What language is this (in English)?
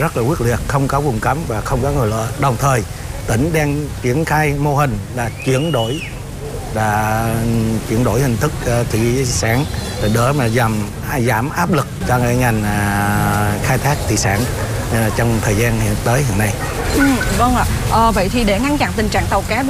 Vietnamese